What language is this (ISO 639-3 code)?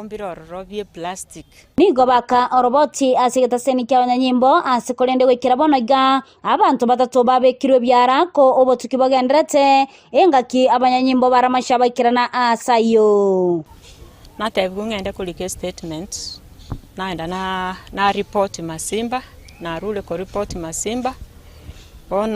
guz